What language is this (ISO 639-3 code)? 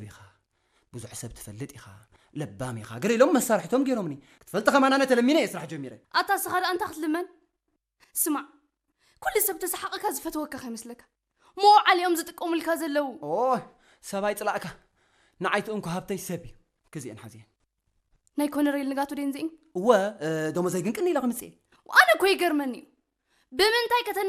tir